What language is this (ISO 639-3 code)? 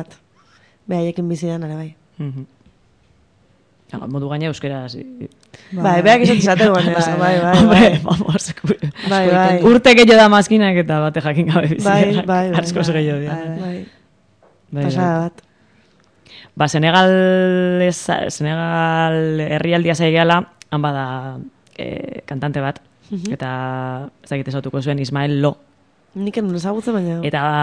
eus